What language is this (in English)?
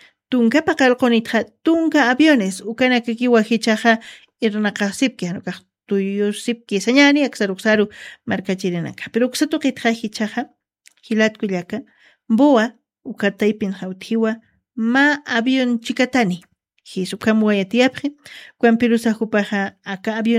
Aymara